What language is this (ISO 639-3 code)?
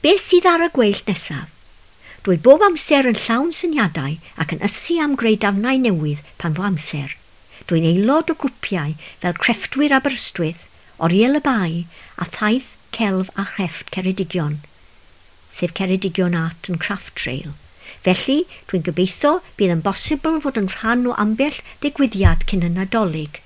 cym